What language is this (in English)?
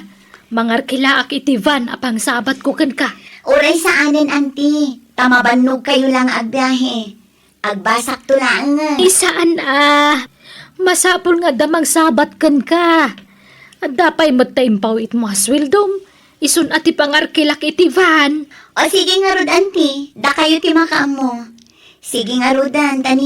Iloko